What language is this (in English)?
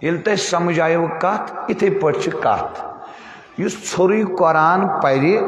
Kashmiri